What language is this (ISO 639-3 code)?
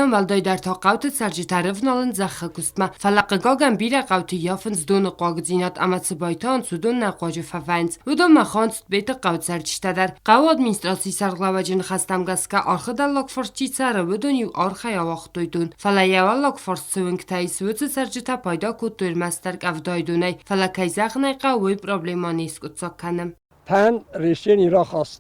oss